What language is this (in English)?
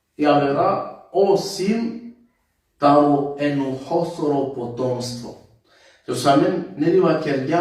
Balkan Romani